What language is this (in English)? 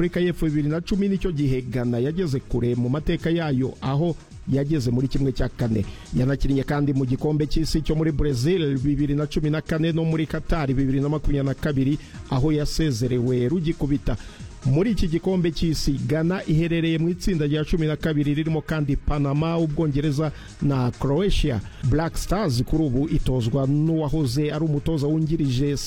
Kinyarwanda